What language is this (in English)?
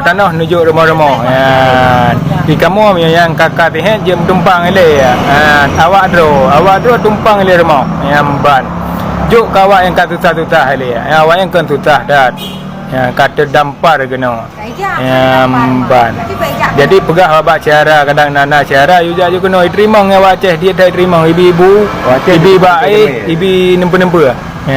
Achinese